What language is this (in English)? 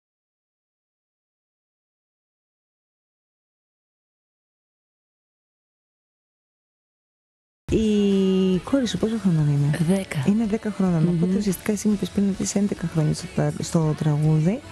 Greek